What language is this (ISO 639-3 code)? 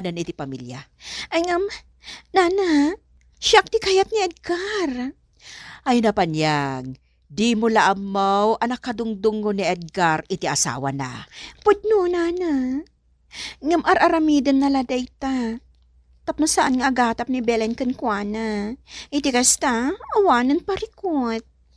ilo